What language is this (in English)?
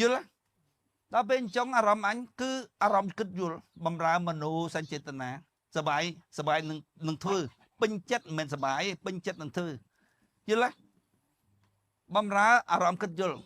Khmer